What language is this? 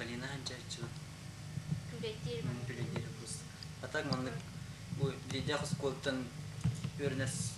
Yakut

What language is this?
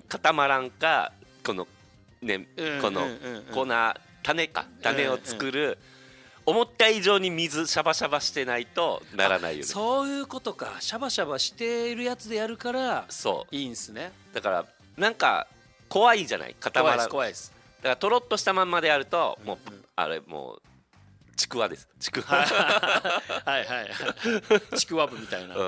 Japanese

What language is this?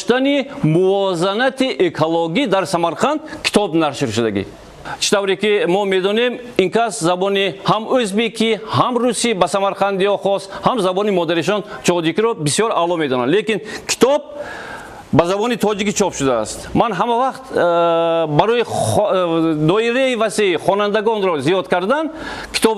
Tajik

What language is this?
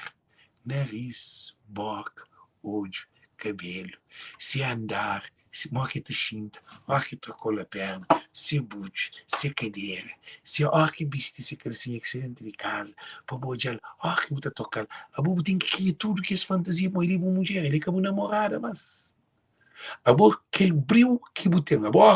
Kabuverdianu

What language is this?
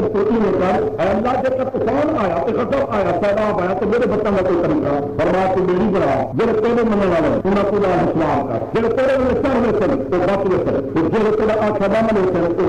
Saraiki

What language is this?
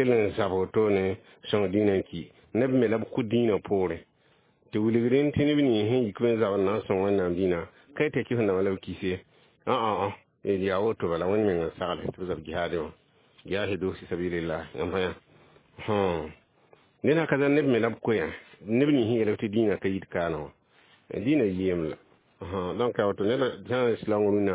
Mossi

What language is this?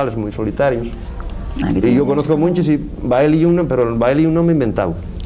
Asturian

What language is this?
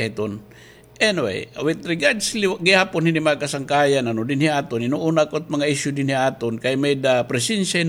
Waray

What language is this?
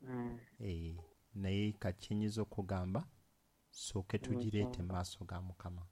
Ganda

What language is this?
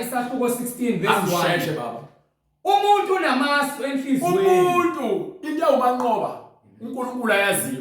Zulu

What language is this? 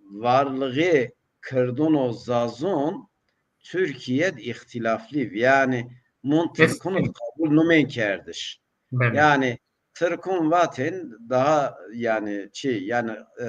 Zaza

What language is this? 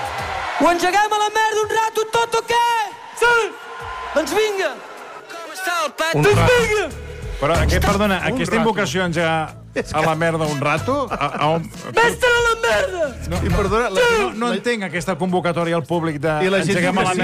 Catalan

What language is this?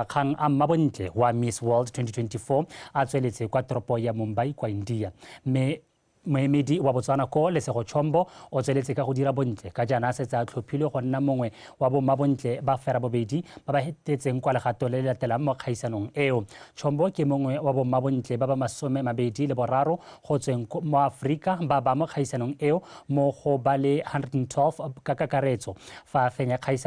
Tswana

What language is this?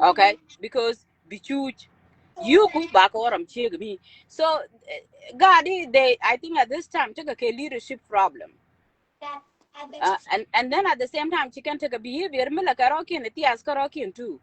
Nuer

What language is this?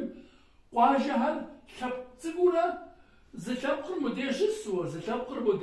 Kabardian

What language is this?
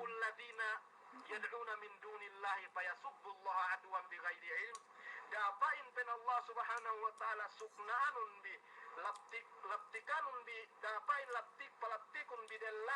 Yakan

